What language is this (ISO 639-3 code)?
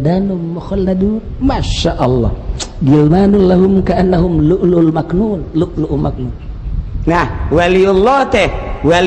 sun